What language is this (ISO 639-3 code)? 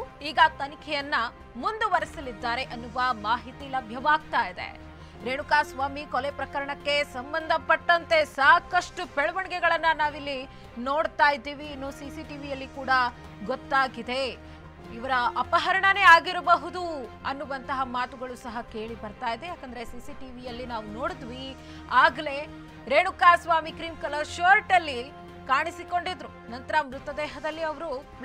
kan